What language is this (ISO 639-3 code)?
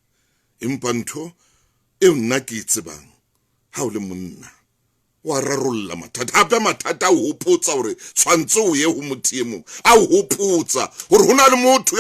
sot